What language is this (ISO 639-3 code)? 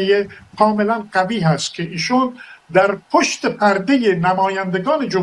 fas